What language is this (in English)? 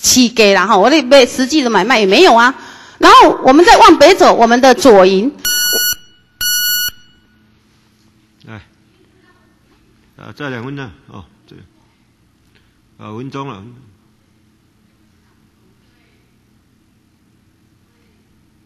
Chinese